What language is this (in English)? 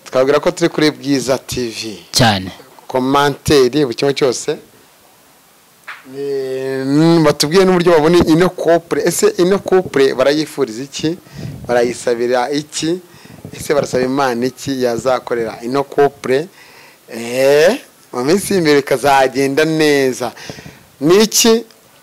Kinyarwanda